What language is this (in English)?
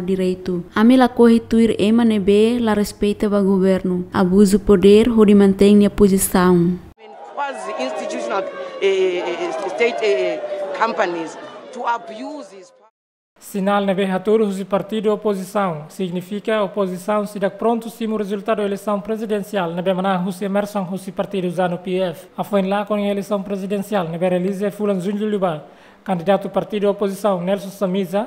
Tetum